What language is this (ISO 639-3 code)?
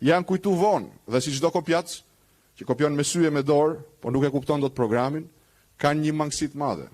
sqi